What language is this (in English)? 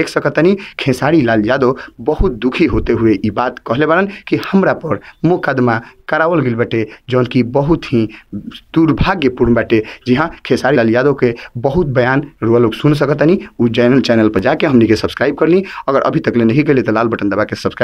Bhojpuri